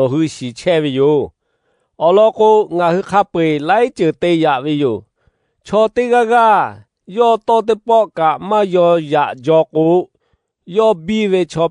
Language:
Lahu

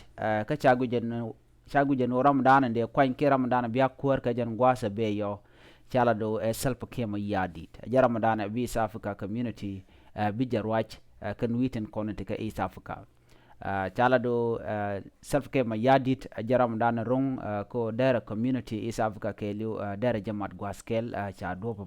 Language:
Nuer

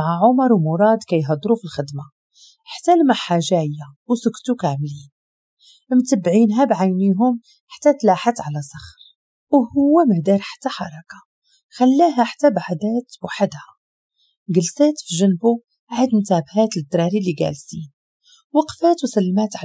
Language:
Moroccan Arabic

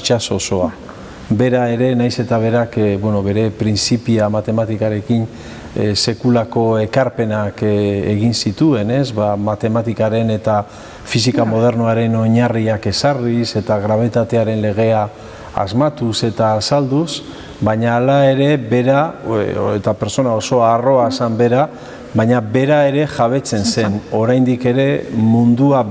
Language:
Basque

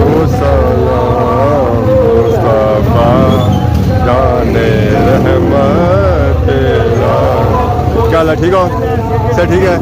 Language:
Pahari-Potwari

